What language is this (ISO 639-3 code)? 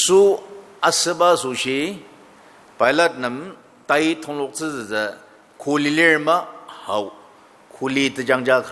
njo